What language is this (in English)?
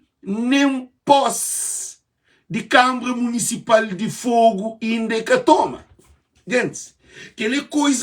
Kabuverdianu